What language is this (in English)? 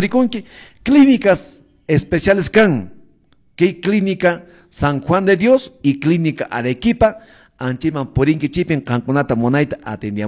Quechua